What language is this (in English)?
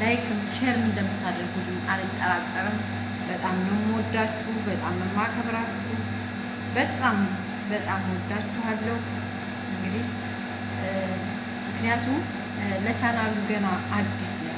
Amharic